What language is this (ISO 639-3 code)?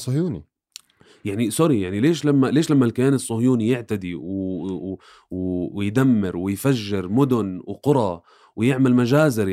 apc